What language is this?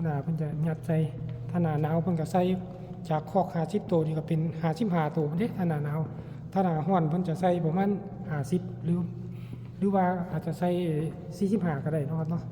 Lao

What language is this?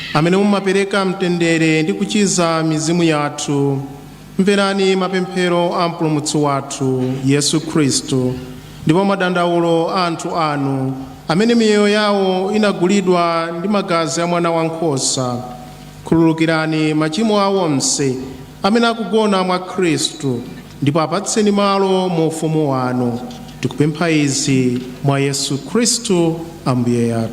Nyanja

